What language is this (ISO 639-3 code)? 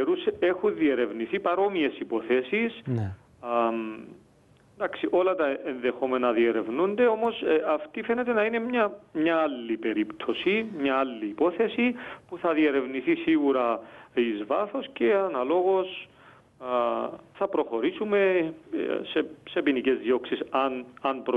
ell